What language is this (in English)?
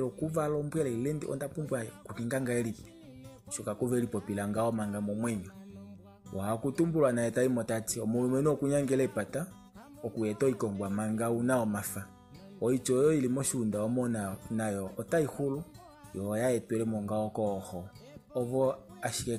Kuanyama